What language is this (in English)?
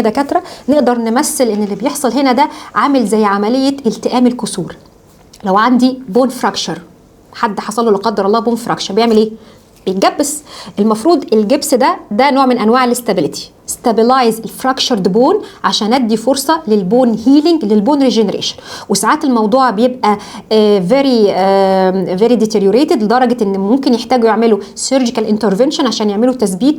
Egyptian Arabic